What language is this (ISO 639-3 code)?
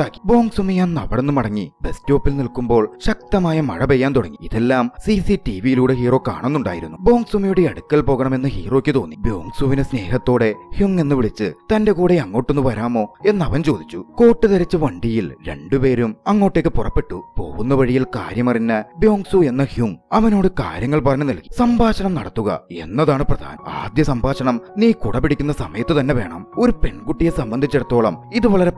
mal